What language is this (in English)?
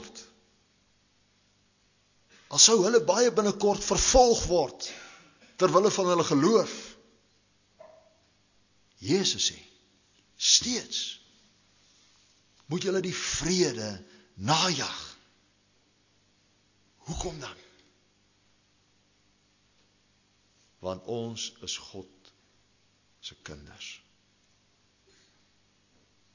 Afrikaans